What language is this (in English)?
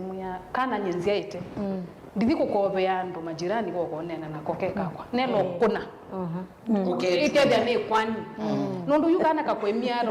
Kamba